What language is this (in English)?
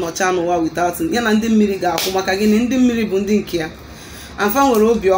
Igbo